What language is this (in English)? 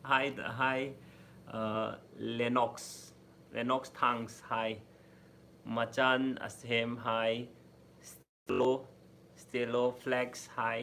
Manipuri